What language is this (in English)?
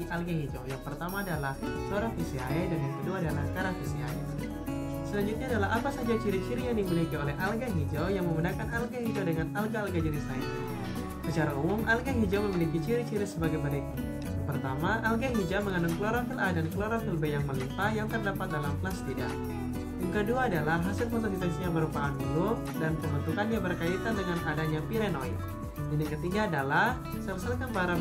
Indonesian